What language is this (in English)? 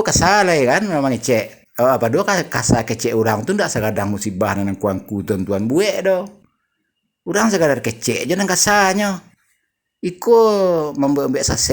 Minangkabau